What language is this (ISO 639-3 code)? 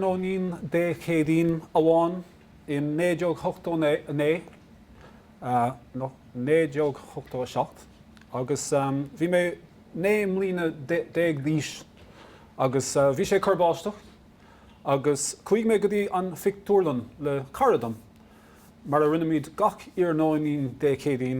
gle